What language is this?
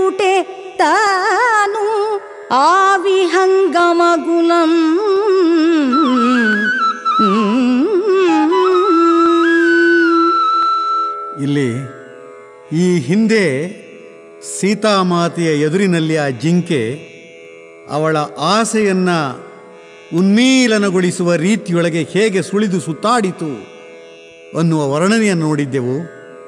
Kannada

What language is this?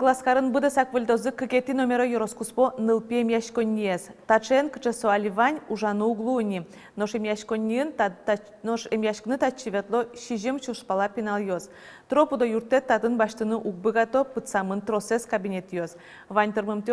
Udmurt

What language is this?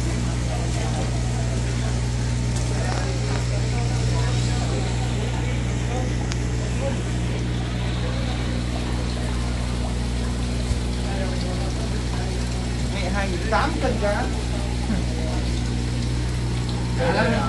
Filipino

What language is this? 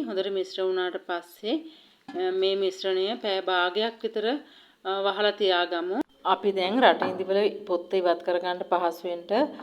Sinhala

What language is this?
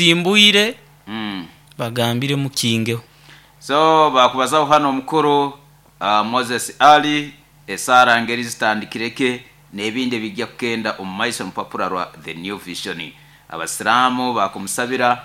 Nyoro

